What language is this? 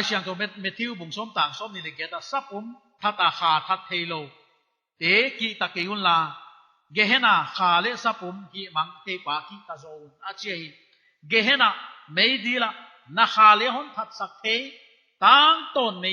Paite Chin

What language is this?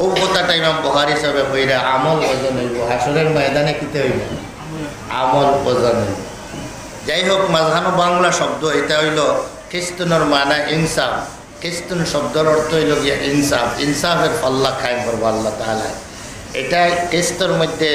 Sylheti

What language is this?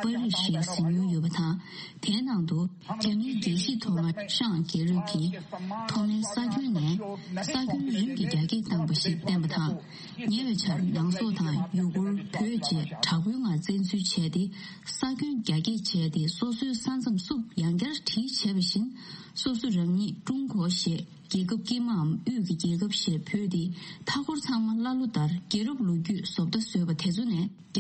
Tibetan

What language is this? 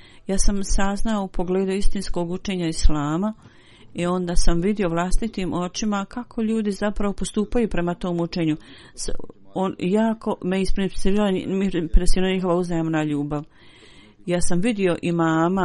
Bosnian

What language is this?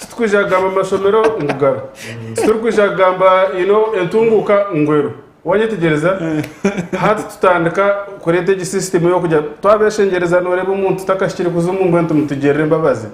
Nyankole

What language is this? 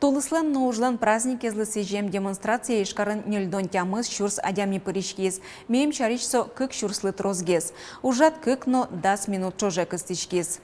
Udmurt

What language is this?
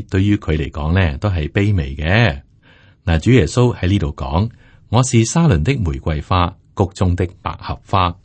Cantonese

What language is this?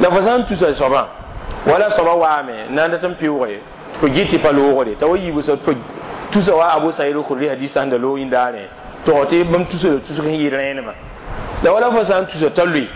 Mossi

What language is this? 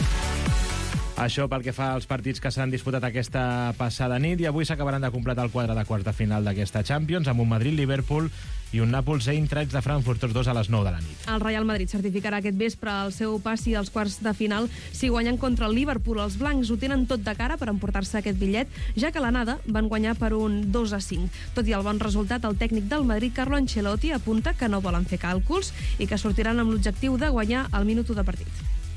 Catalan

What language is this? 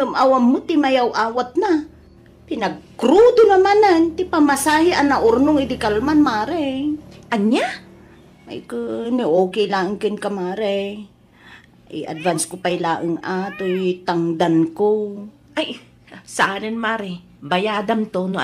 Iloko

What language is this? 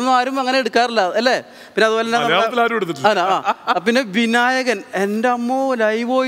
Malayalam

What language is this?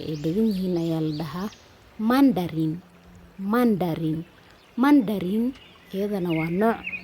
Somali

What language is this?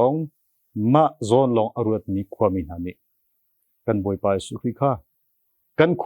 Hakha Chin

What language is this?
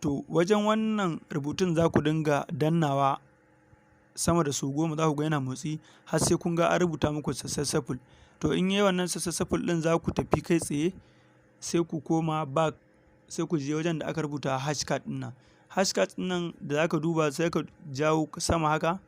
Hausa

